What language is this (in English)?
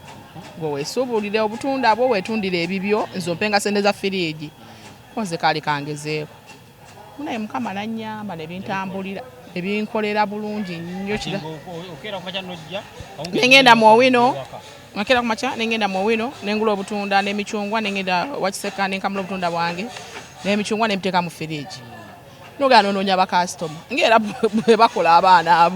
Ganda